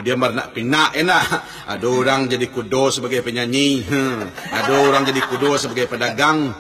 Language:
Minangkabau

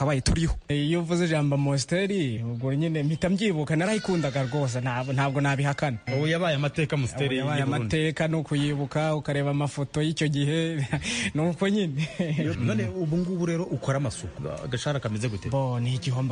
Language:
Kinyarwanda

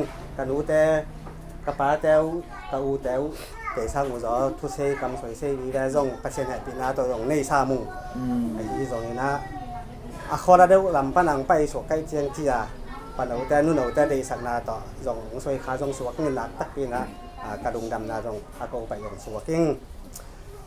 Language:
Tedim Chin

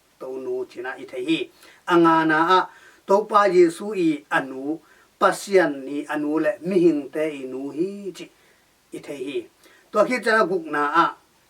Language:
Tedim Chin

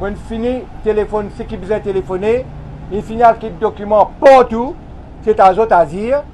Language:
Morisyen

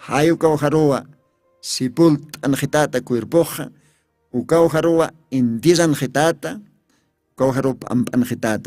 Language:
Aymara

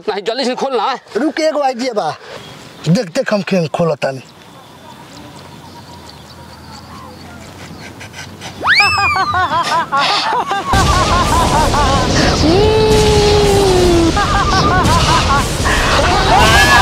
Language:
Bhojpuri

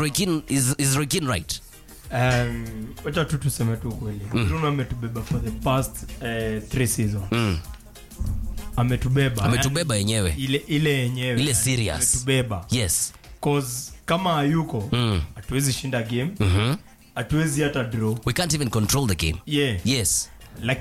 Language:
Swahili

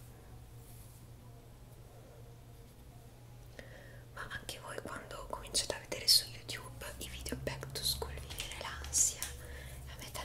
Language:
Italian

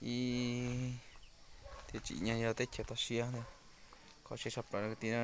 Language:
Hmong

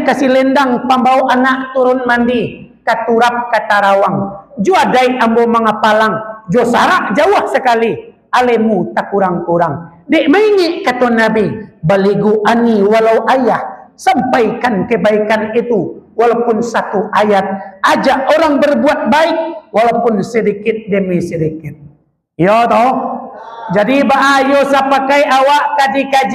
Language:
Minangkabau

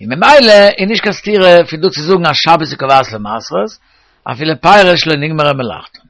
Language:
Yiddish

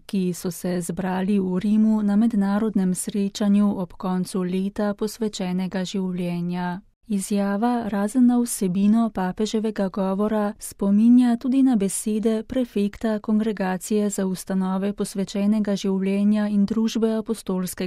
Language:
Slovenian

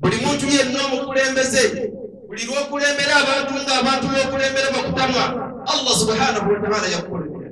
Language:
Ganda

